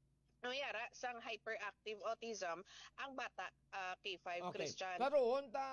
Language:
Hiligaynon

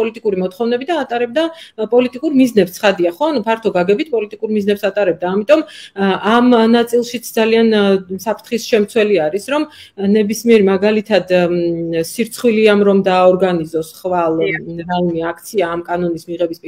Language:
Georgian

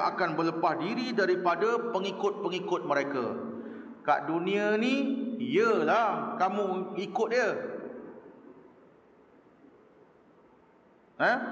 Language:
Malay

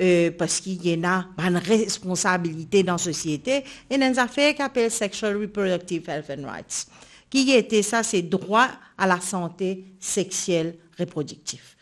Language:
Morisyen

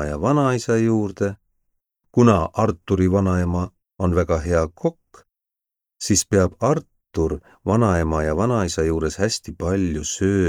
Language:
Estonian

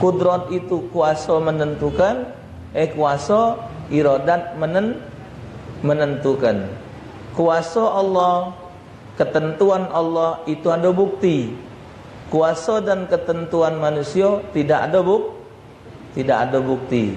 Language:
Musi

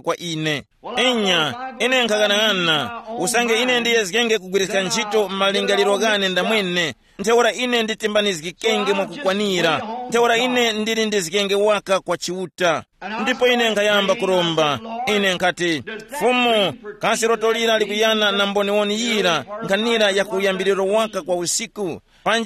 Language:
Tumbuka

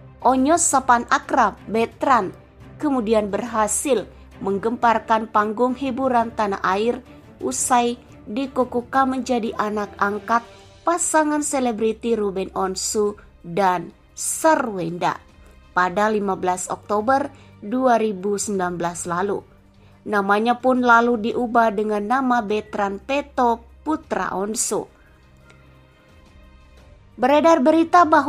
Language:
Indonesian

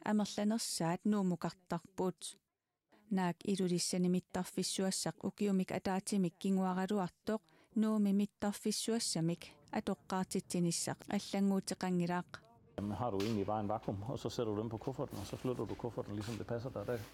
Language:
Kalaallisut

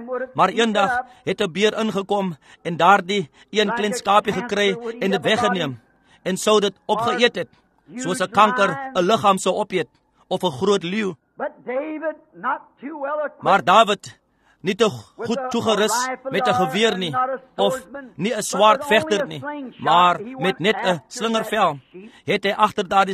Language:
Afrikaans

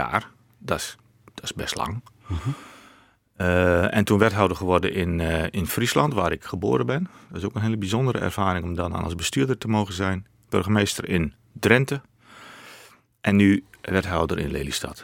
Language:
Dutch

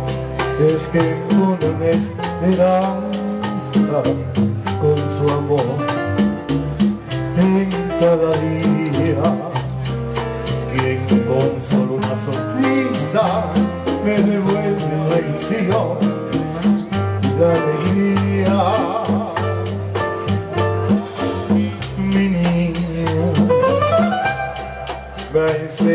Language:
Spanish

